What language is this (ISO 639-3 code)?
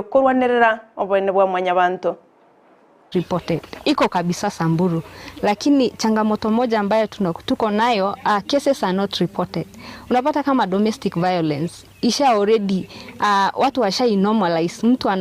guz